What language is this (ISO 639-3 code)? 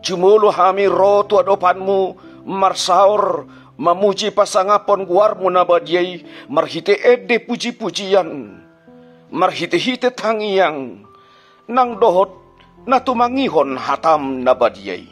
bbc